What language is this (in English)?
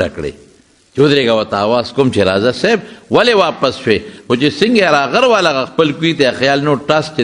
Pashto